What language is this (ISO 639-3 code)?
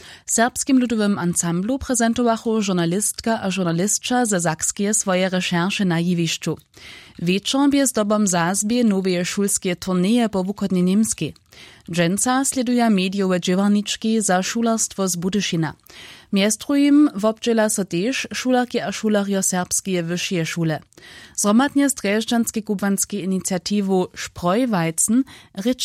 hsb